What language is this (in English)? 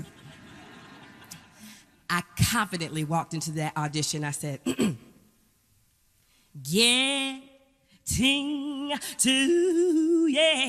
English